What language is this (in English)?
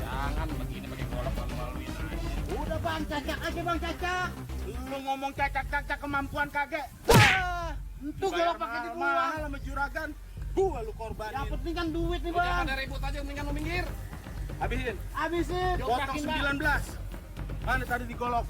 Betawi